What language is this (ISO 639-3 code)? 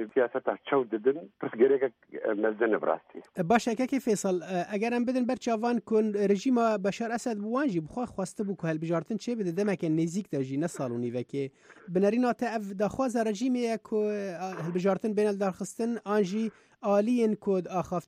kur